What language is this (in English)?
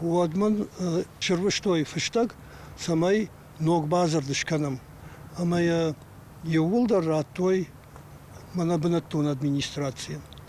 Ossetic